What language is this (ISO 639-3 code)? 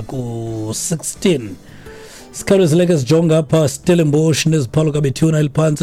xho